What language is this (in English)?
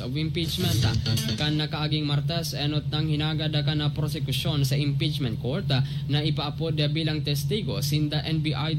Bikol